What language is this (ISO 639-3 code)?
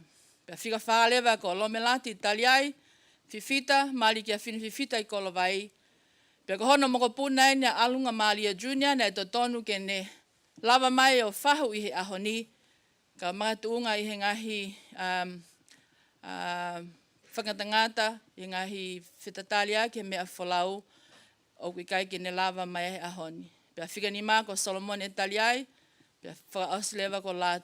ton